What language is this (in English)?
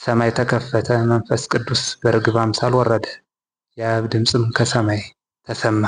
Amharic